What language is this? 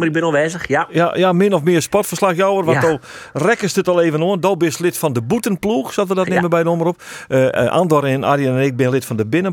Western Frisian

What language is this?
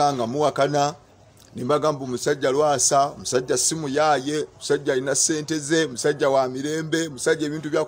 Ganda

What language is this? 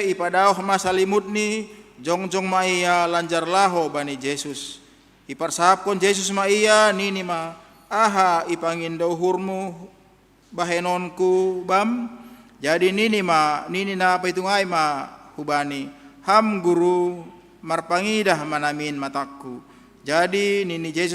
Batak Simalungun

